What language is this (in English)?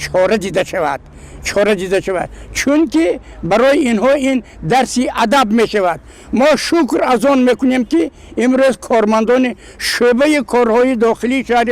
Tajik